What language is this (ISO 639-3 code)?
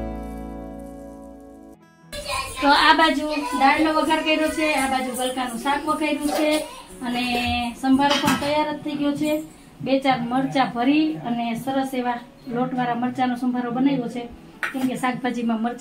guj